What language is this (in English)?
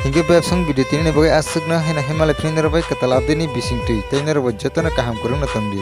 Kok Borok